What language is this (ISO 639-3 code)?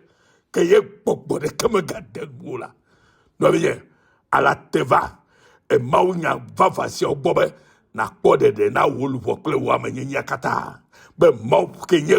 ewe